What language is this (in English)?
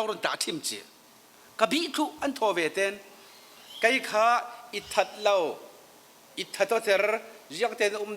Falam Chin